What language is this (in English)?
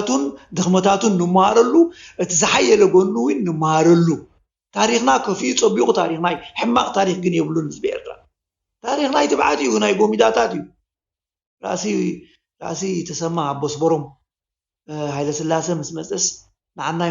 Tigrinya